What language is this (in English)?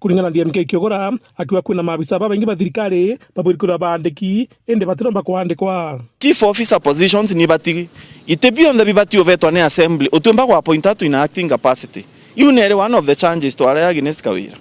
Meru